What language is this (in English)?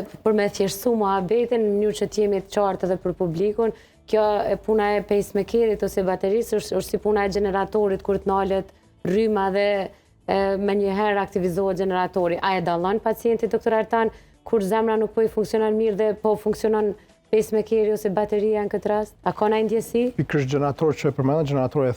Albanian